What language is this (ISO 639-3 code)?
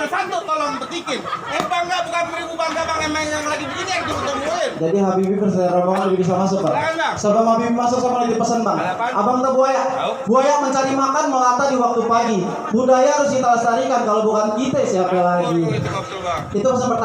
bew